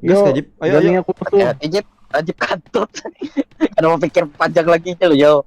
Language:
Banjar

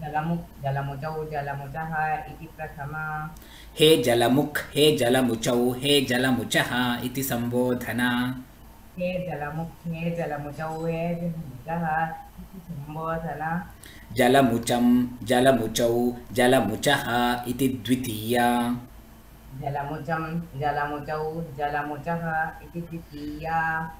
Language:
Sanskrit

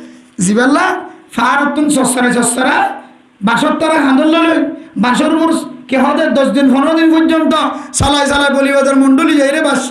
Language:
Rohingya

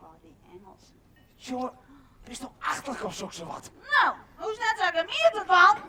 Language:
Western Frisian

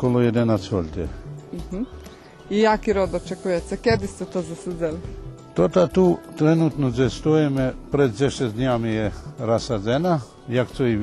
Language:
Rusyn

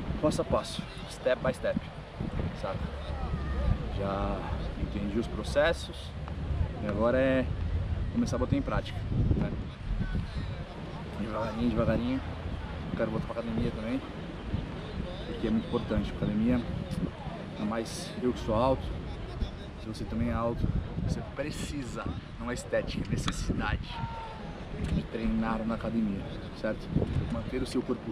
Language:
Portuguese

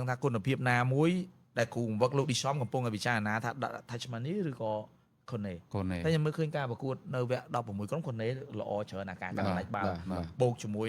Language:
Khmer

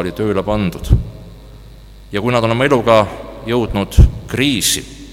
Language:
Estonian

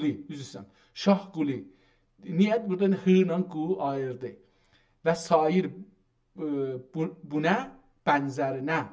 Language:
South Azerbaijani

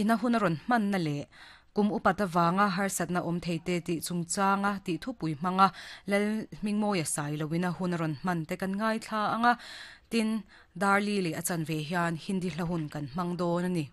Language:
Mizo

